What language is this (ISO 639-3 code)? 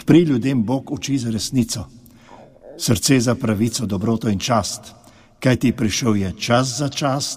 slv